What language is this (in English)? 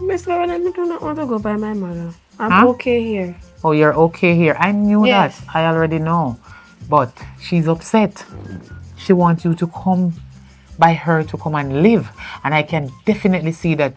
Jamaican Creole English